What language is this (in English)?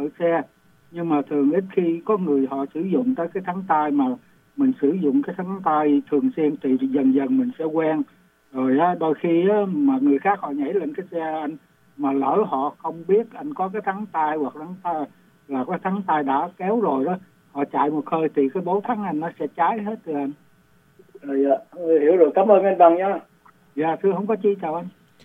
Vietnamese